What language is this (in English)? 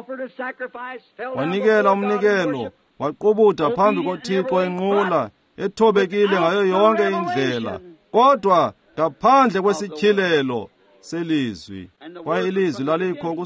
Xhosa